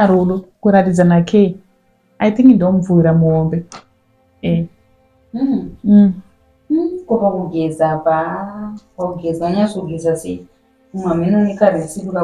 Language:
Shona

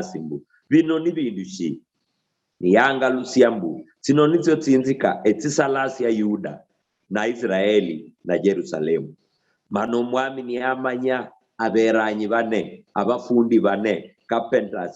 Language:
Luyia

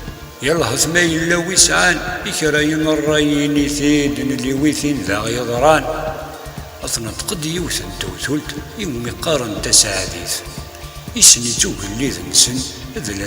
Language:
Kabyle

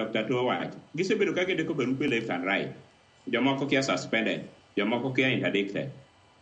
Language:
Luo (Kenya and Tanzania)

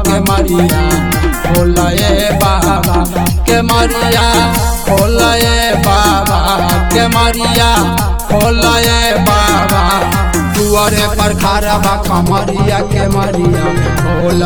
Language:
Bhojpuri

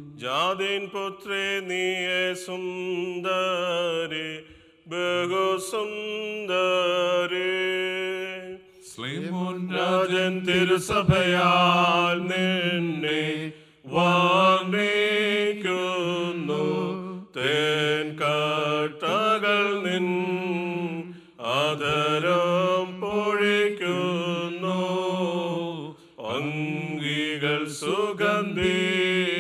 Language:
Malayalam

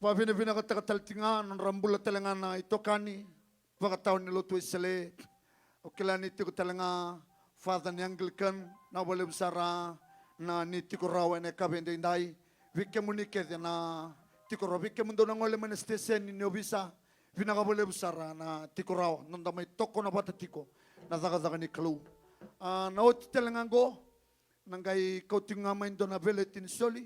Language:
Fijian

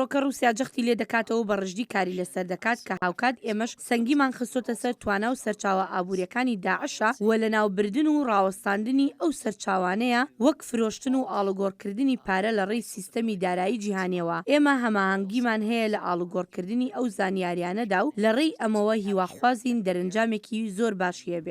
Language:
Central Kurdish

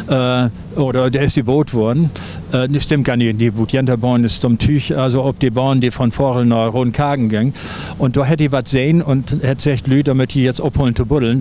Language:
Low German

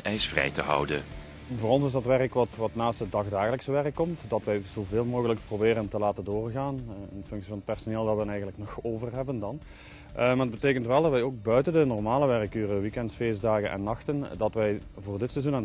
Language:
Dutch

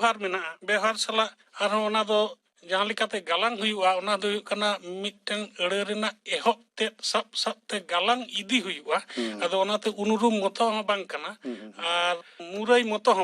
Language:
Santali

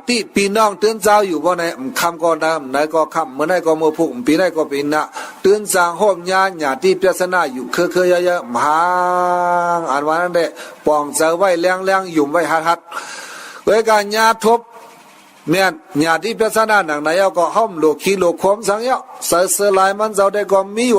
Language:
Shan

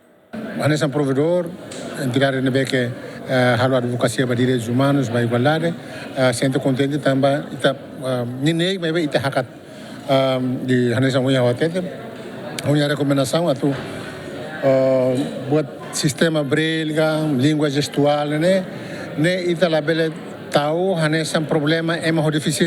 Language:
Tetum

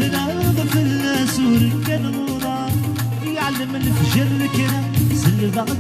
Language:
Kabyle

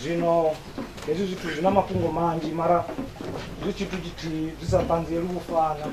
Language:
Venda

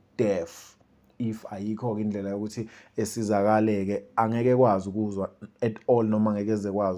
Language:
Zulu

